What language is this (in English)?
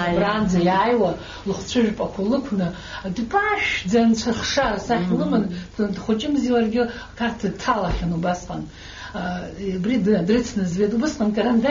Abkhazian